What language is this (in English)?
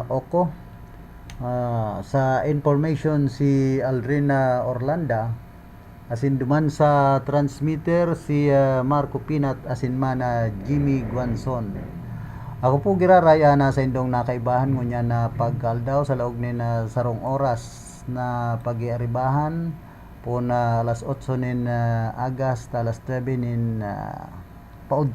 Bikol